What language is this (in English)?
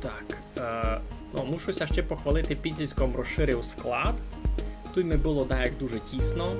Rusyn